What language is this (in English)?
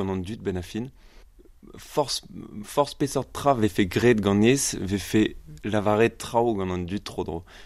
Breton